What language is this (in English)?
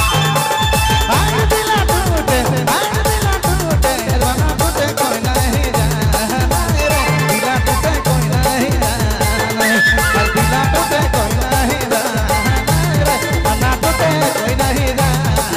Sadri